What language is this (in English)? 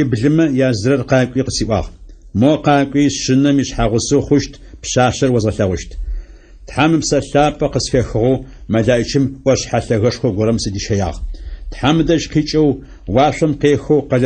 Adyghe